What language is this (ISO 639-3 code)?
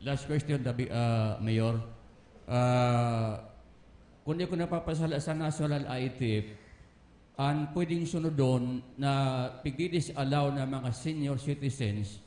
bik